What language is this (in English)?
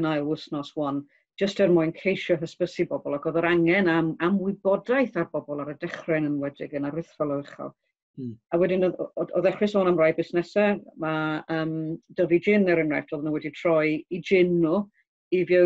Welsh